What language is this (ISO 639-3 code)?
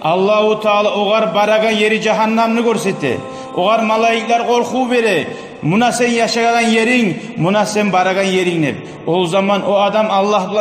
kum